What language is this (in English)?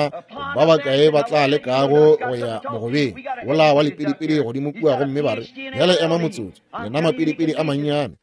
Northern Sotho